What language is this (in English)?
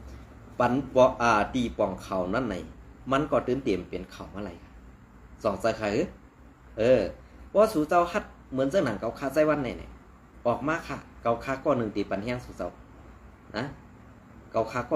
Shan